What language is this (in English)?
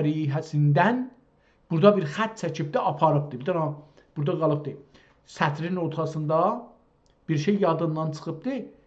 South Azerbaijani